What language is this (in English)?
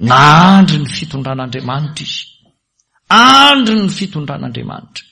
Malagasy